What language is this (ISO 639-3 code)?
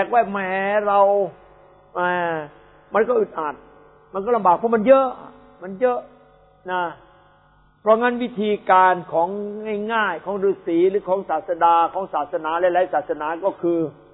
tha